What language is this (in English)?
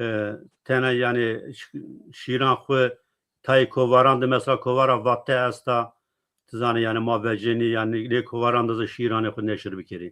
Zaza